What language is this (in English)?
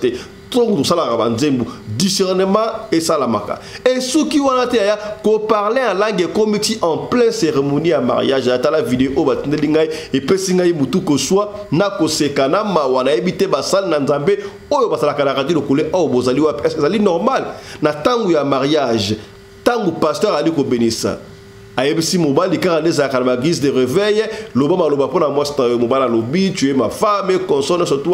Lingala